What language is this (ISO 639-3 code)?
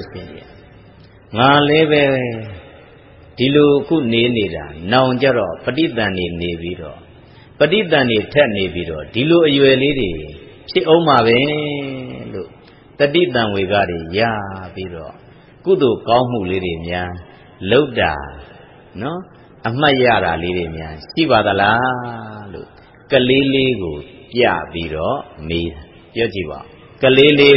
mya